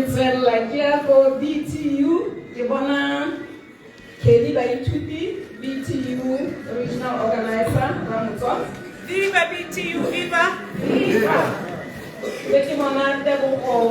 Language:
Tswana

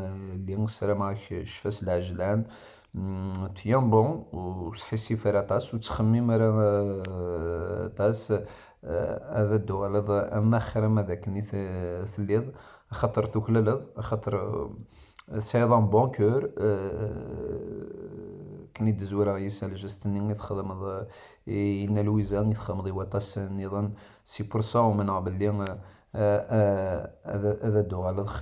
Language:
Kabyle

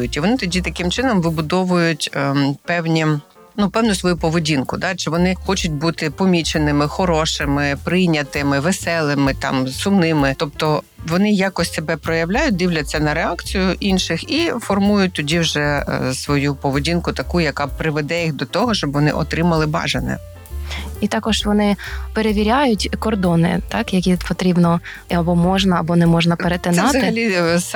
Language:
Ukrainian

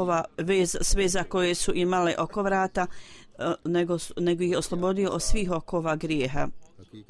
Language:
Bosnian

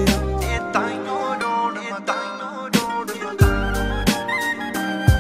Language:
Punjabi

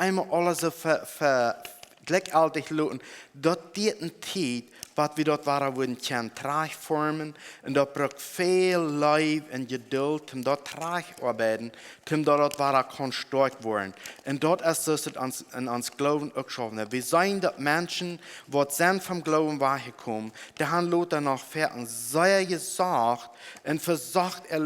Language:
Plautdietsch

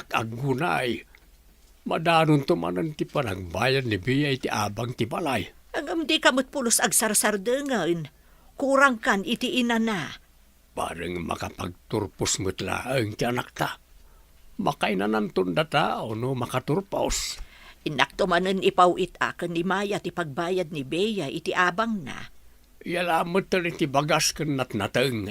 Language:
Iloko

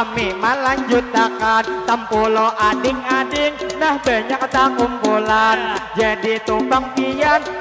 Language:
Banjar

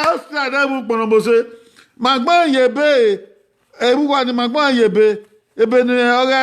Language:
Bini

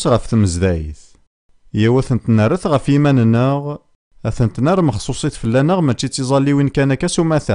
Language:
Kabyle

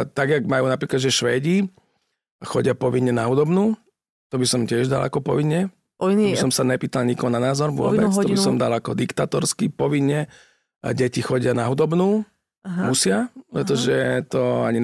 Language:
Slovak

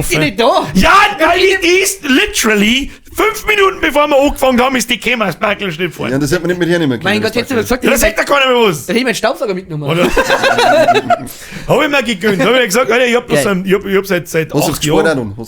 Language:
Bavarian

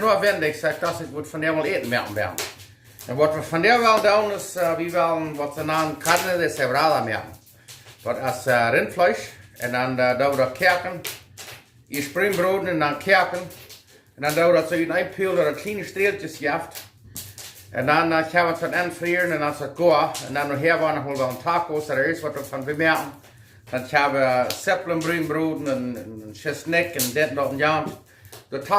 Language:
Plautdietsch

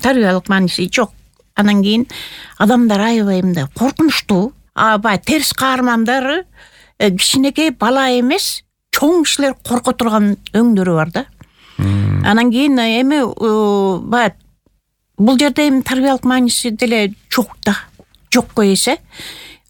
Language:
Kyrgyz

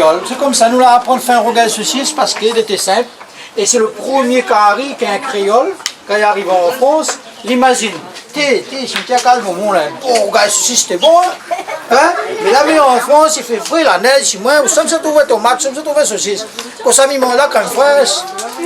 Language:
Réunion Creole French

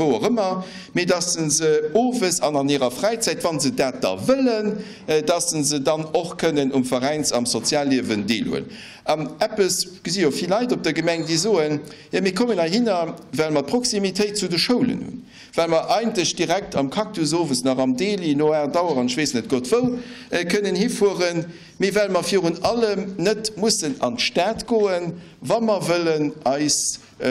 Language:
Luxembourgish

